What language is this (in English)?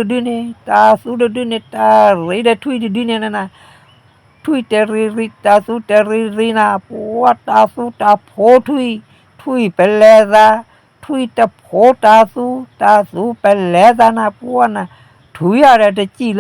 S'gaw Karen